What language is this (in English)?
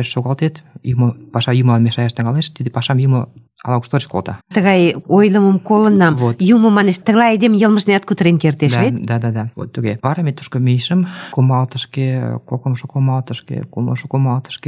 Mari